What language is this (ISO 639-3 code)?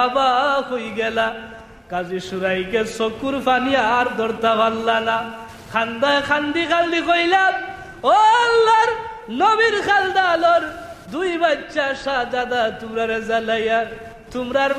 syl